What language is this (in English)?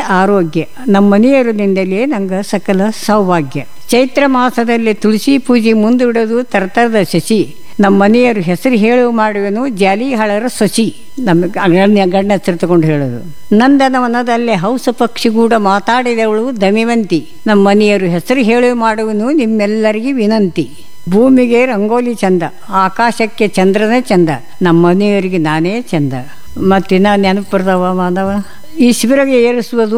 Kannada